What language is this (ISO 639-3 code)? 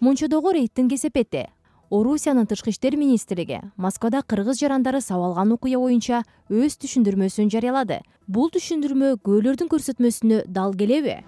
kir